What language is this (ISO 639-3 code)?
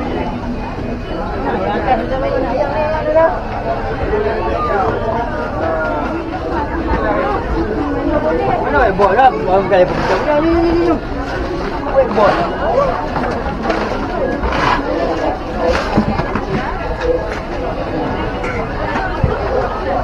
msa